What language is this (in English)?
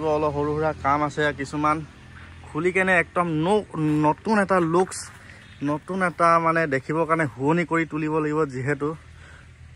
Assamese